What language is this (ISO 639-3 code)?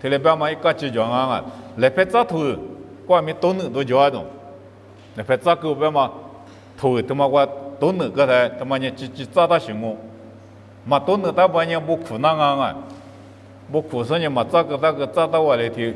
lis